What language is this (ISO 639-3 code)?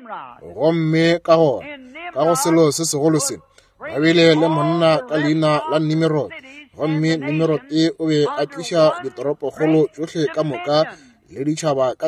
nso